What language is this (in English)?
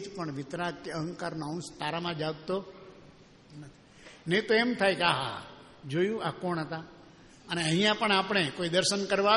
Gujarati